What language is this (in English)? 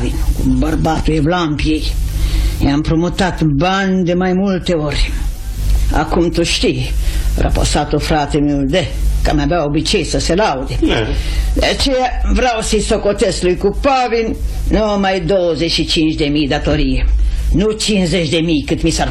Romanian